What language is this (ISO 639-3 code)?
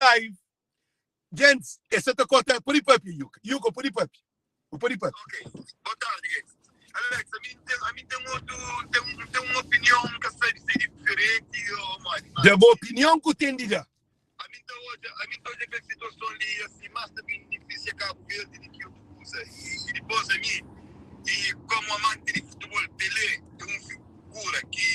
kea